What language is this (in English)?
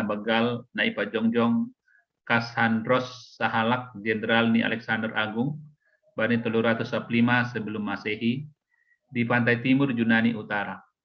Batak Simalungun